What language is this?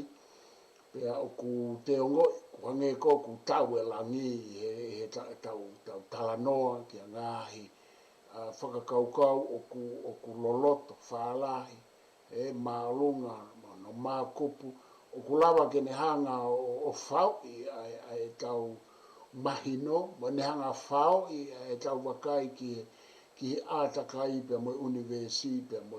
Tongan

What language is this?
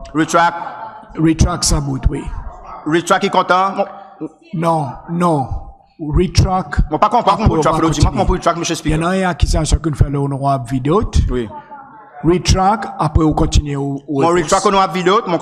Seselwa Creole French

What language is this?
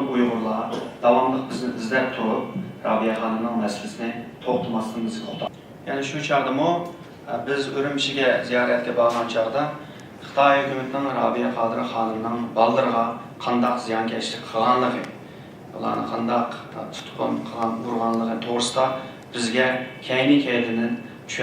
Uyghur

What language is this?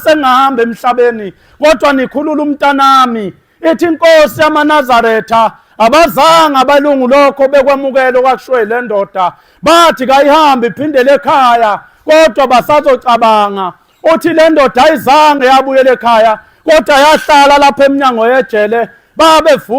Zulu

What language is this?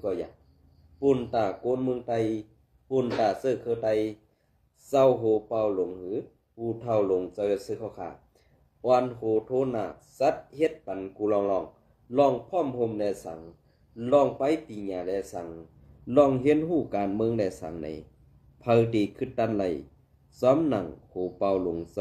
Shan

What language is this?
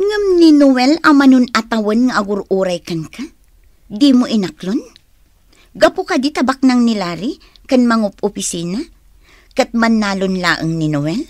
Iloko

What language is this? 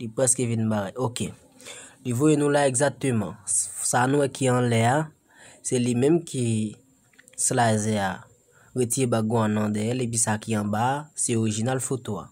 Haitian Creole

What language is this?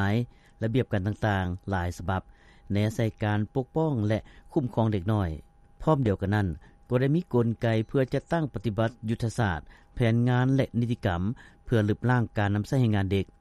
Lao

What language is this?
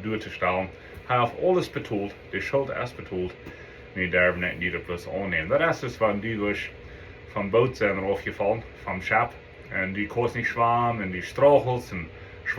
Plautdietsch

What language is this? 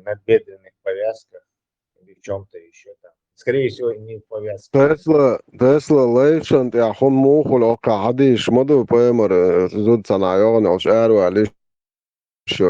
Chechen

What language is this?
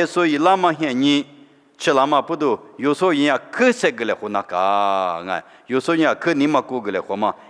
Lisu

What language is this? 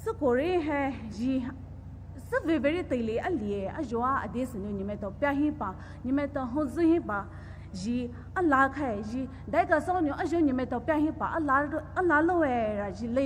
Poumei Naga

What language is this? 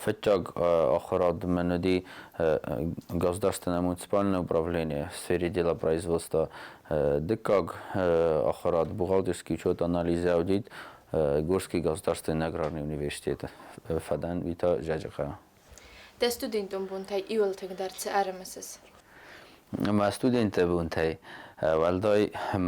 Ossetic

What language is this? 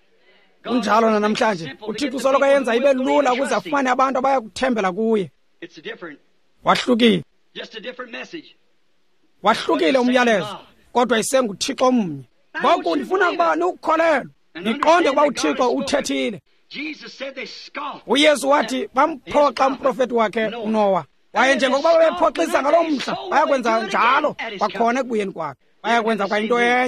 Xhosa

